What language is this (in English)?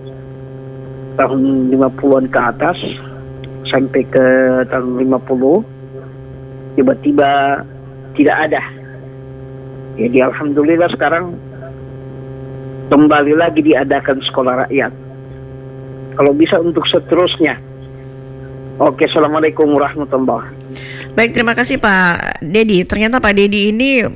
Indonesian